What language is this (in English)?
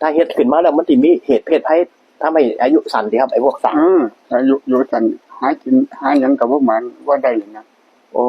Northeastern Thai